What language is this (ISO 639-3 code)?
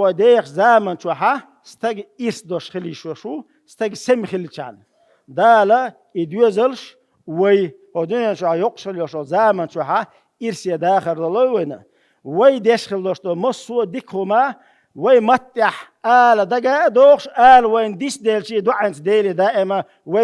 che